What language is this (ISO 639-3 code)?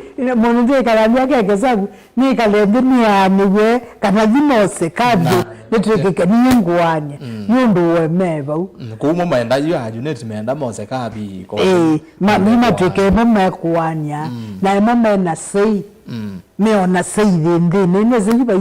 kam